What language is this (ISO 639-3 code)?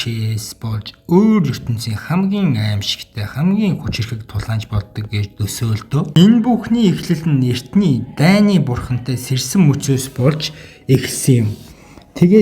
mon